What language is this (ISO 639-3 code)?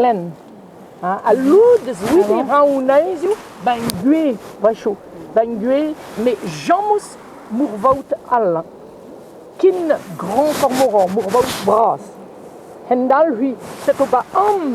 bre